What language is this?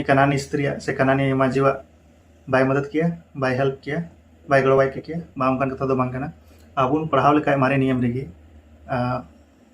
Santali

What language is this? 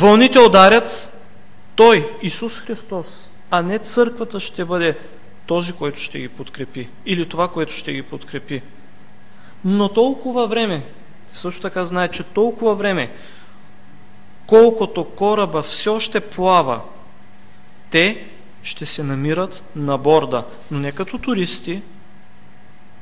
Bulgarian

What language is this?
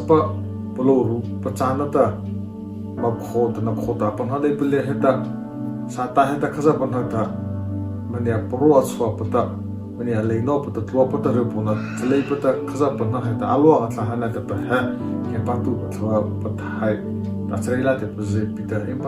Mara Chin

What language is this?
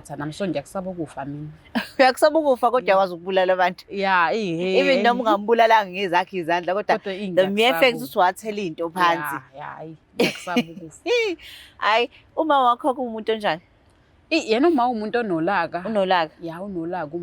Zulu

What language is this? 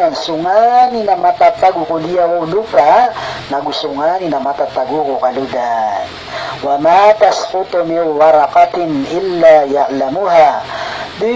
Maranao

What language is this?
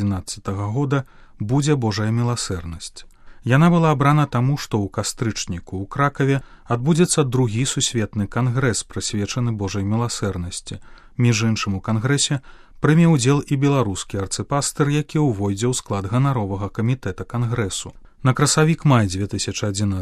Belarusian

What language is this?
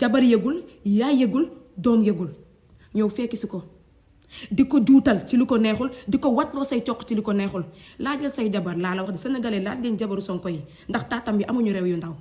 Wolof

